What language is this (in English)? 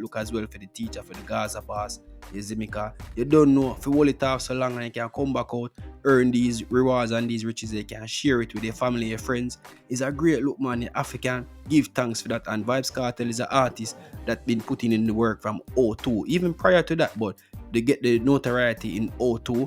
Jamaican Creole English